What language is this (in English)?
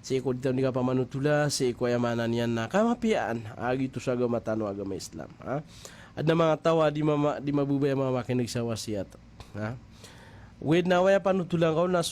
Maranao